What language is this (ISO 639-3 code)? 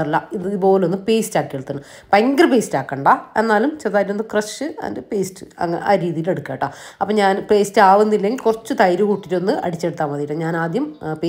mal